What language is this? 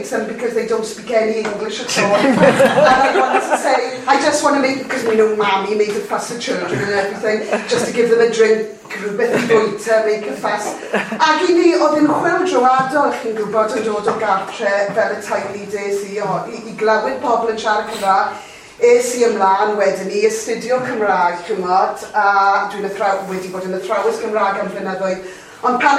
Welsh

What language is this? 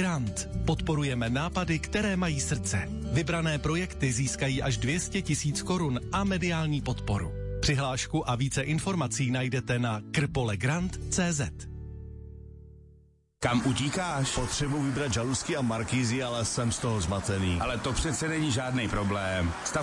Czech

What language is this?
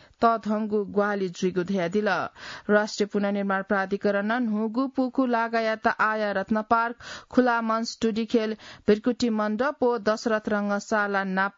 Newari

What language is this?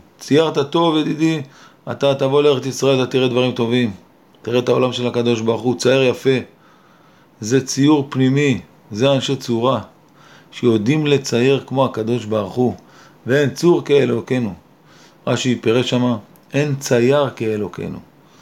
Hebrew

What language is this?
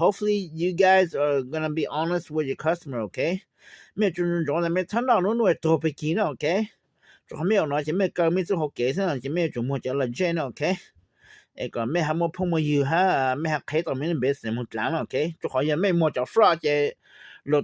Hmong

